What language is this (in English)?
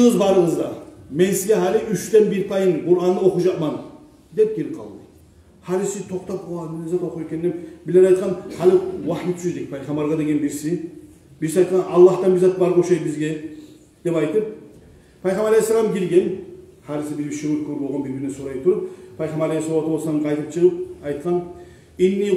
Kumyk